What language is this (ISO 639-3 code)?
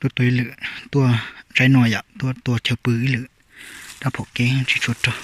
hmn